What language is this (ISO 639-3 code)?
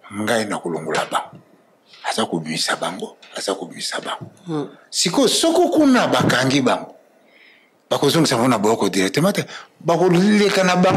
lin